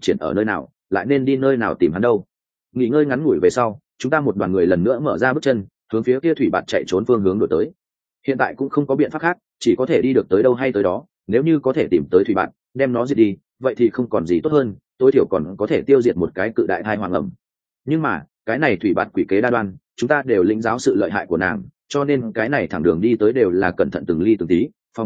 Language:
Vietnamese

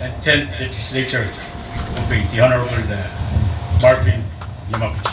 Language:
Pohnpeian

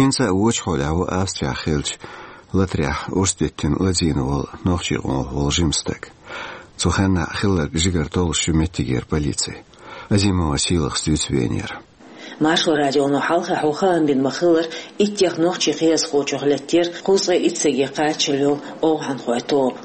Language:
Chechen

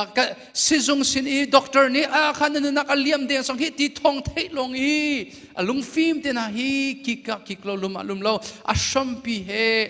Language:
Hakha Chin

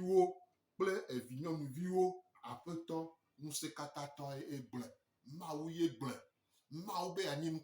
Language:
Gen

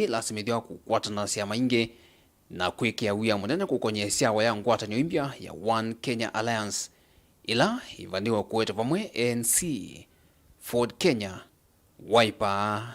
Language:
Kamba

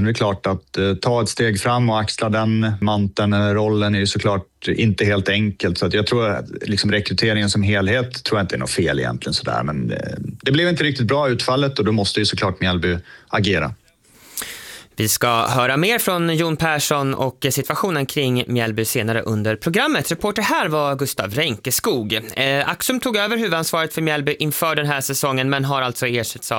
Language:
Swedish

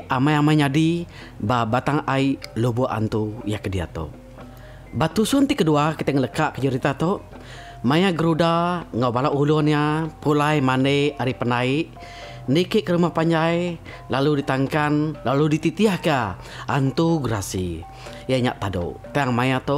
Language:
Iban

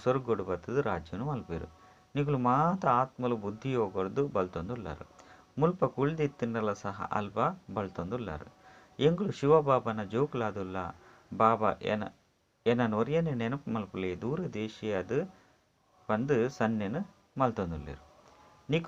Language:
Tulu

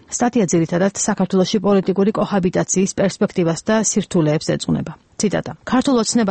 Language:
Georgian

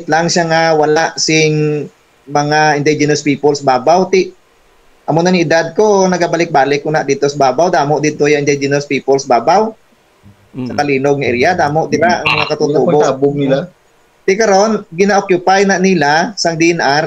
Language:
Hiligaynon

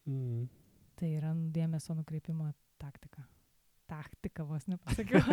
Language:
Lithuanian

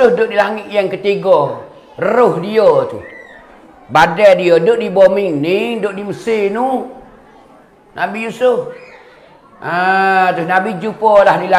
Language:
Malay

